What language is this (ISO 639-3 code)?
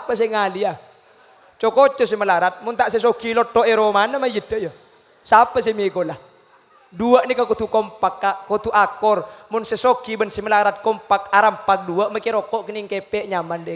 mad